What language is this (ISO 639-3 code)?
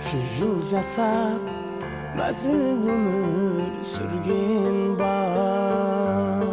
kaa